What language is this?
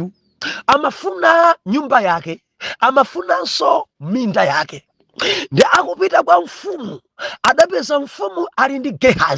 Nyanja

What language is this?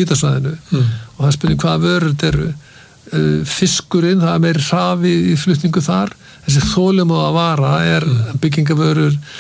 Icelandic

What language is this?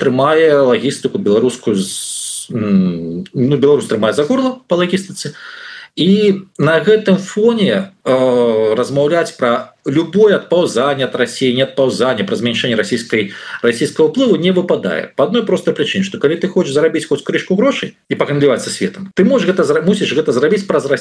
Belarusian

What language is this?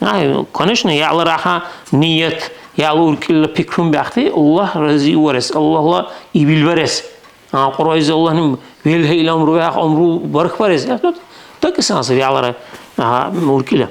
Dargwa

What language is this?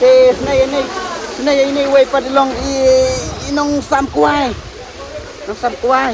Khasi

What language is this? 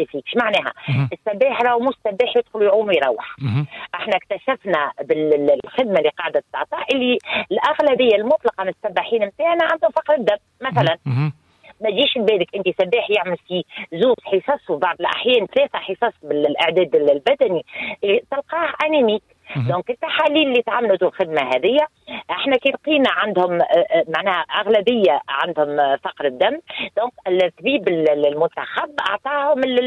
Tunisian Arabic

